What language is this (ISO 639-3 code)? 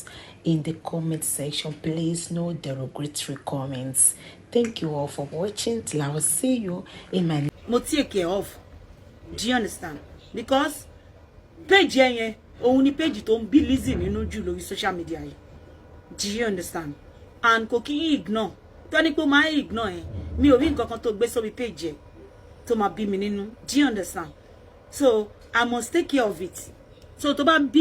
yor